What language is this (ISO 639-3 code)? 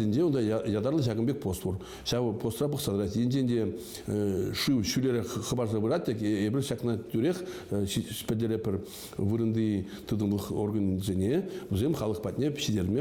chv